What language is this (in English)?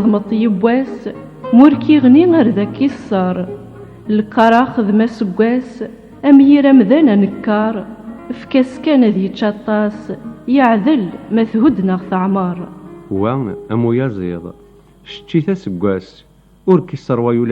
Kabyle